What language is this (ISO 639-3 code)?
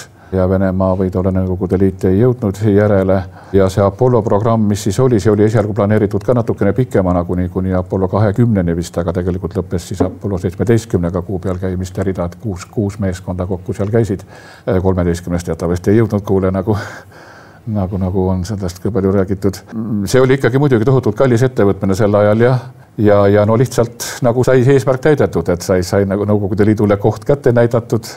est